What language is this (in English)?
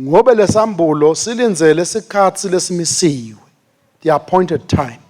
Swati